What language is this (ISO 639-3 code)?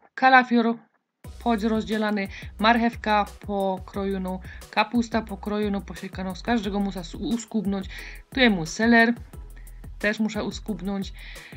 pol